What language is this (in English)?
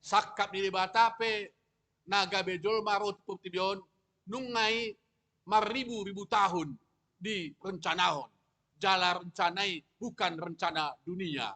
Batak Toba